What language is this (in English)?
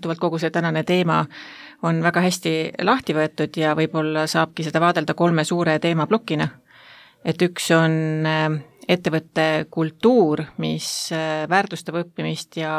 Estonian